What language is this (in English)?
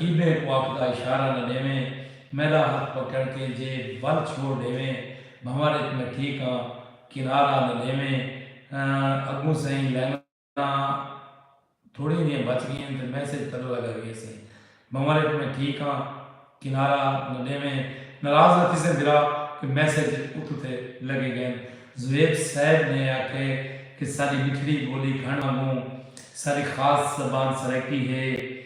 Saraiki